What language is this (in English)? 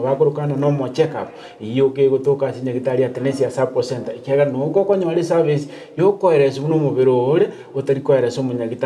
Gusii